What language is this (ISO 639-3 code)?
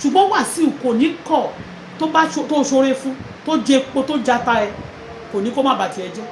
yor